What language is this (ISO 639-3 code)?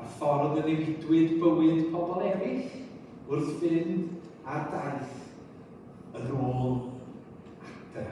cym